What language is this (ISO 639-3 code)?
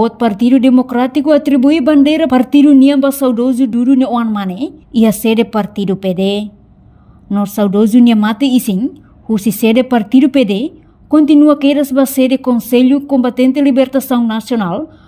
tet